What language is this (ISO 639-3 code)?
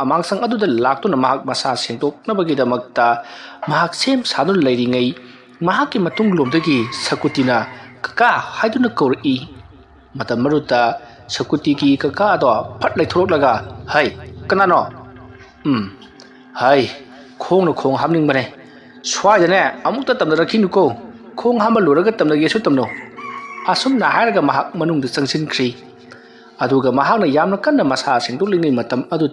mni